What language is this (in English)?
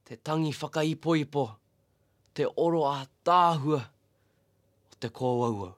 Māori